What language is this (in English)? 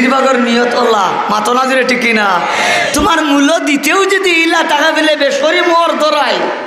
Sylheti